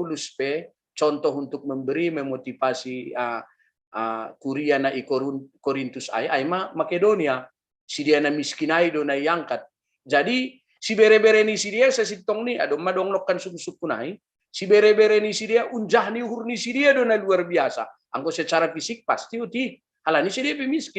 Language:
Batak Simalungun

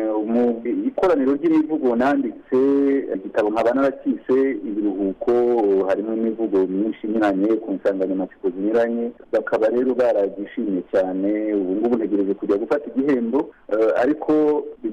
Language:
Kinyarwanda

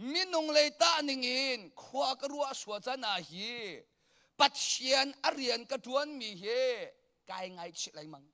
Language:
Hakha Chin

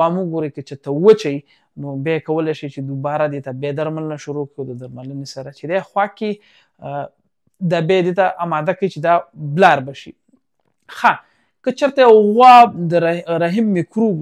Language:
Pashto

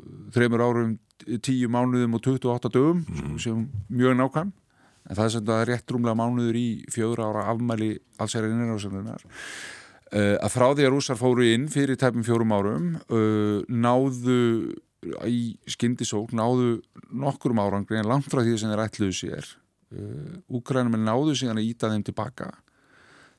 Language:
Icelandic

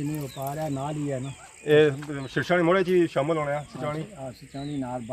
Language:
Pahari-Potwari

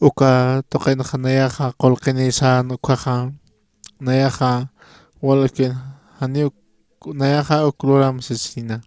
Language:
Aymara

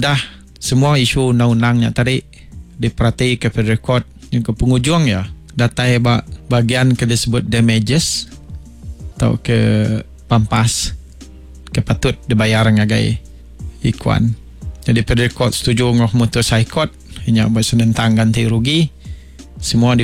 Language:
Iban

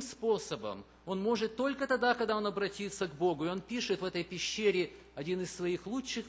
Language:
Russian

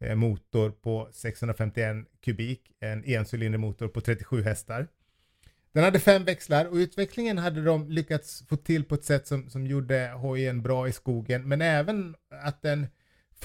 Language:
Swedish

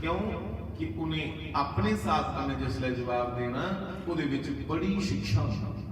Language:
Dogri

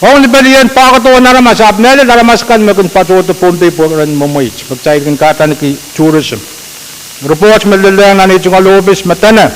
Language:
Pohnpeian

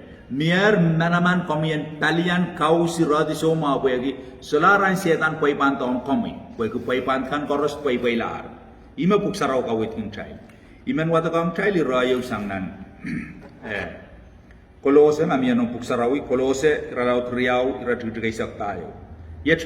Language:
Pohnpeian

